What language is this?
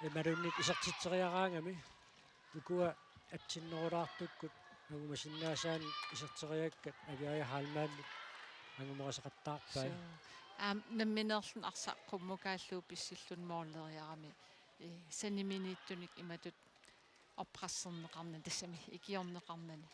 Kalaallisut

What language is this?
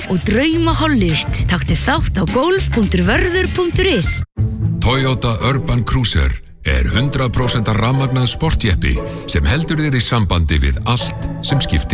Icelandic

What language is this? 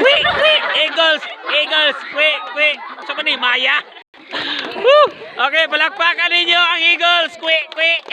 Cebuano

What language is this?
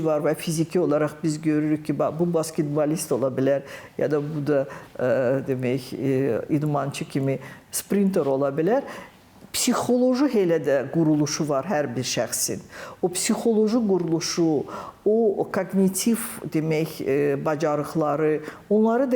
Azerbaijani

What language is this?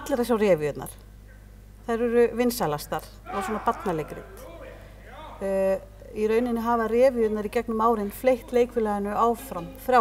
Icelandic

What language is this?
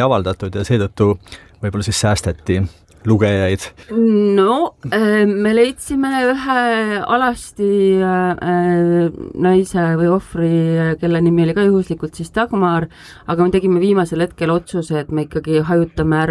Estonian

